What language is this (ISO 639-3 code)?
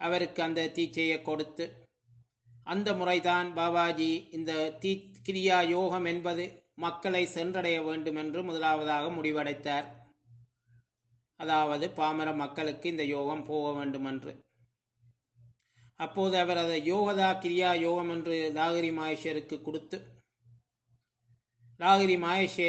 tam